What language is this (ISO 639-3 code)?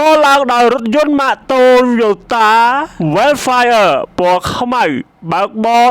khm